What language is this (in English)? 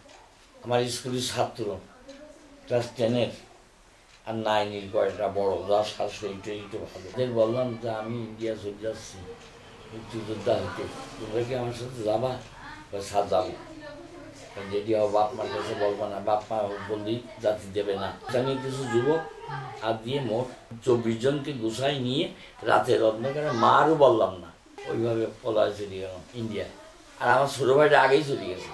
Bangla